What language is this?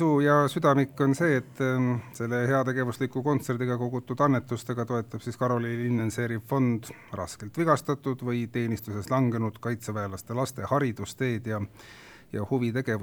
Estonian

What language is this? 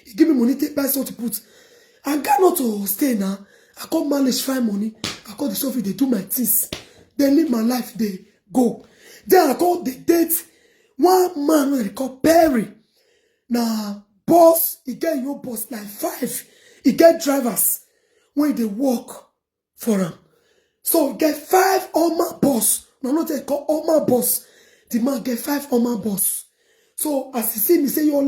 Nigerian Pidgin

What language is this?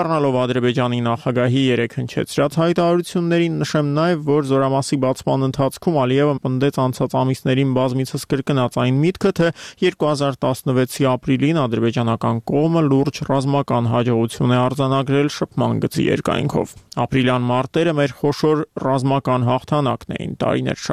Armenian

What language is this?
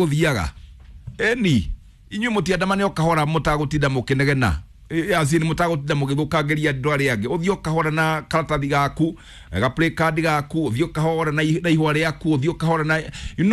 Kikuyu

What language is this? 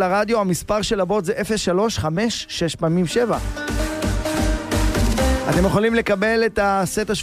Hebrew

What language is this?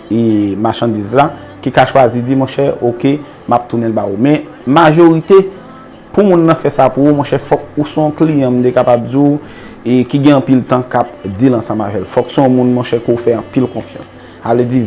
Haitian Creole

